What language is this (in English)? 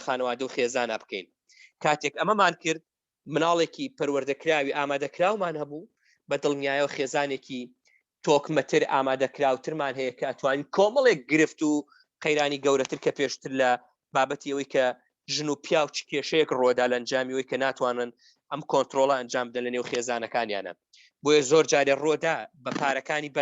Central Kurdish